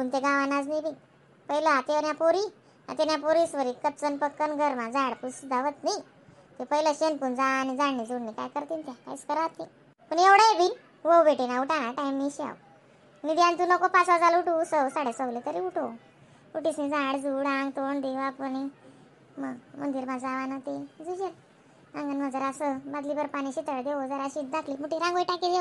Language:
Khandesi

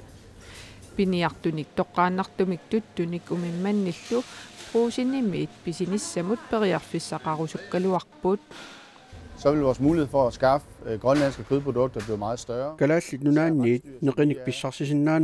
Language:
Kalaallisut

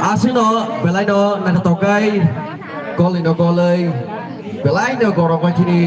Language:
Kok Borok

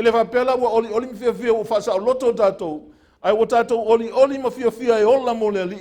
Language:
Samoan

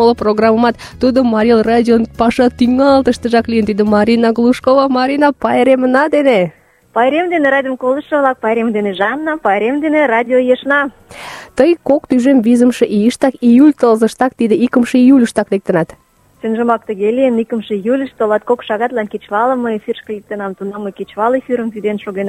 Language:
Mari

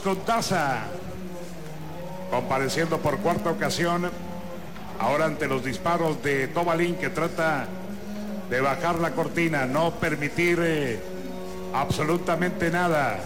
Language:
Spanish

